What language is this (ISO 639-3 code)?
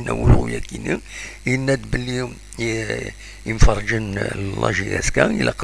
kab